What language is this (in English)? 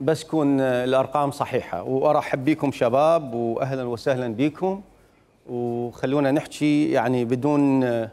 Mesopotamian Arabic